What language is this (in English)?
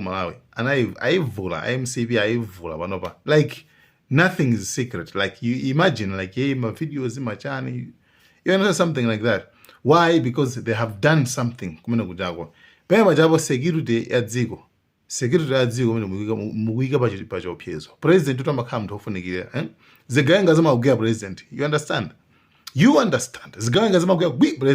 Nyanja